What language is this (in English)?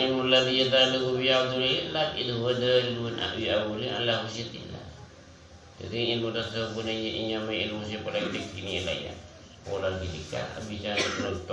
Madurese